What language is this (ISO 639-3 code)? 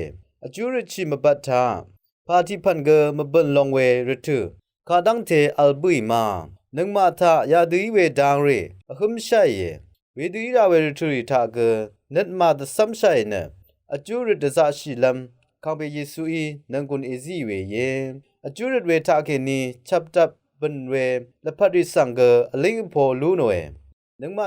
raw